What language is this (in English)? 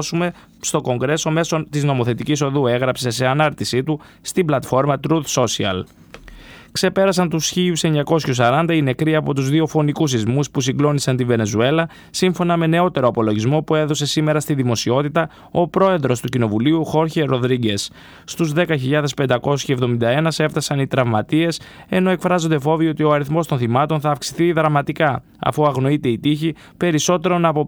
Greek